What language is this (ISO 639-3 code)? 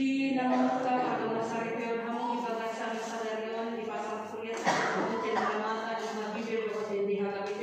bbc